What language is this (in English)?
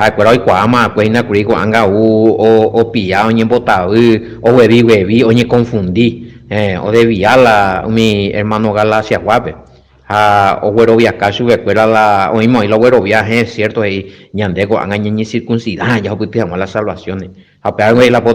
Guarani